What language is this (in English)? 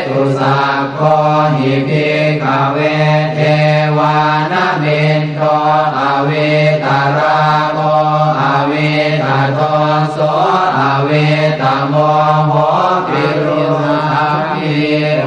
Pali